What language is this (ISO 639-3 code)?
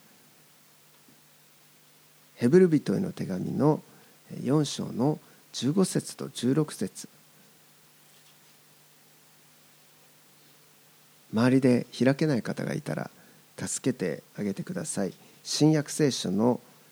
jpn